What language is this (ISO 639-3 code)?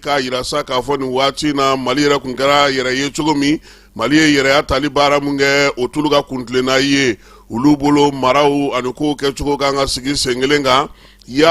bam